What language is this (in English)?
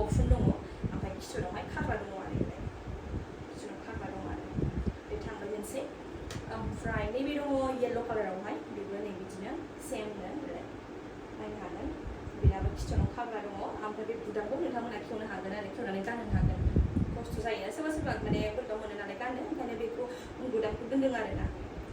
Bodo